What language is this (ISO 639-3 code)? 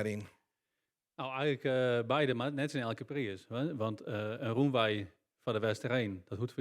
fry